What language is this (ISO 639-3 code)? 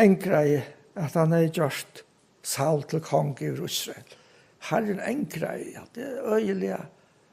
fao